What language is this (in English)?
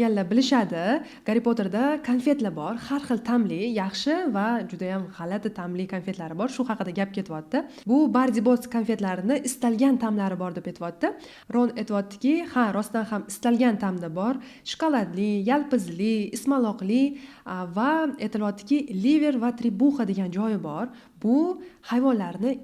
Uzbek